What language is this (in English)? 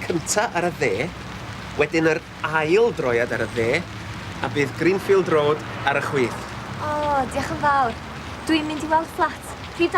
Welsh